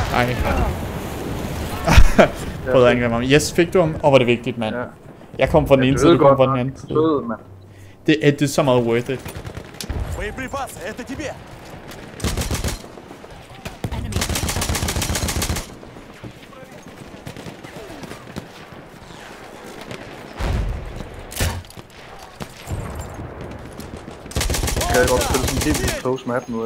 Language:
Danish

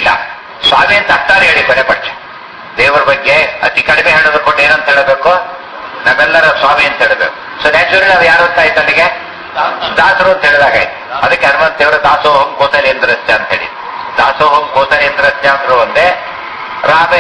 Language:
Kannada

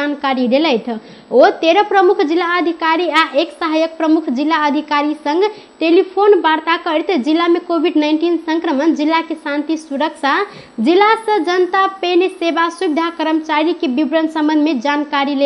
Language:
Maithili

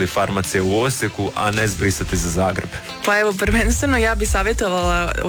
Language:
Croatian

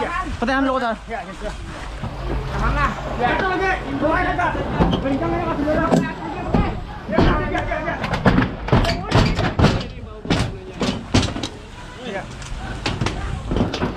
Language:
Indonesian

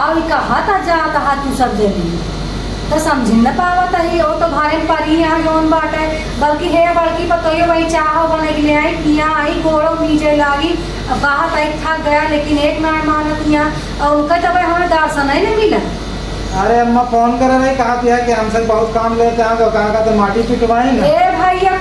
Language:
Awadhi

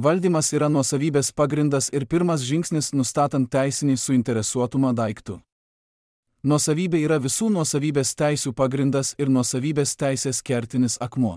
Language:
Lithuanian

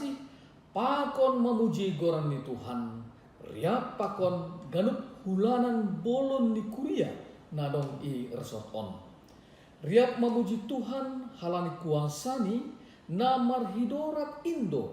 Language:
Batak Simalungun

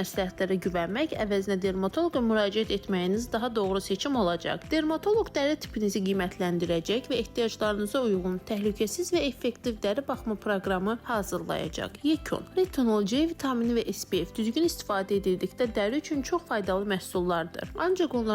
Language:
Azerbaijani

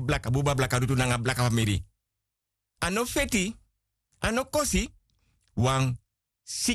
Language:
Sranan Tongo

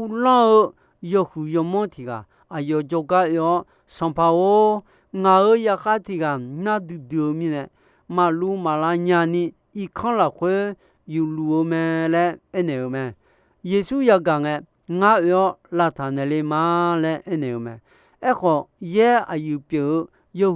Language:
Akha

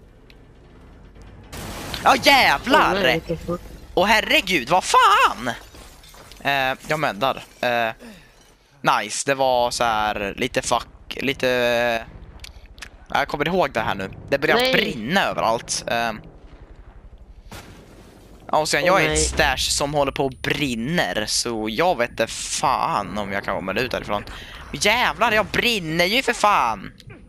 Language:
Swedish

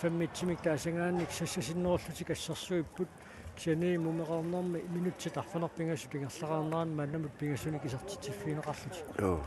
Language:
Kalaallisut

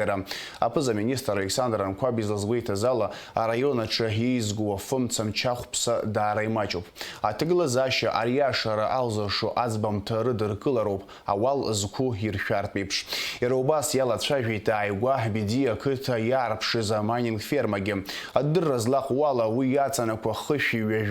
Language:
Abkhazian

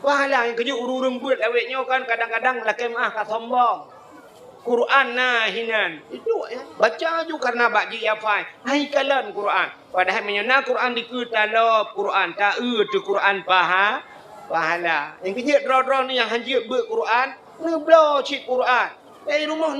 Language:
Achinese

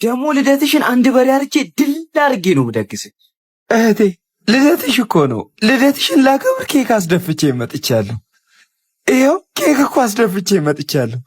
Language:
Amharic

